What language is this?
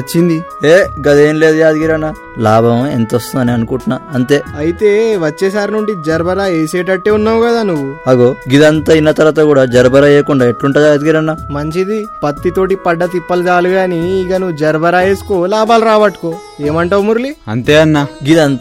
Telugu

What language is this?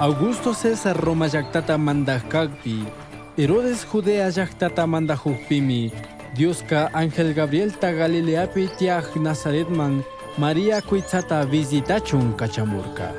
Chimborazo Highland Quichua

